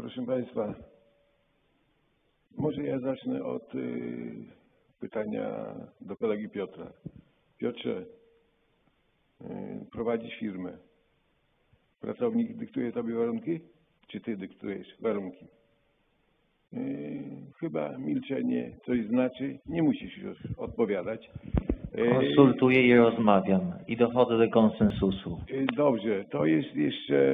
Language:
Polish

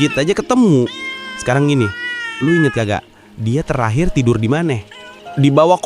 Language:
Betawi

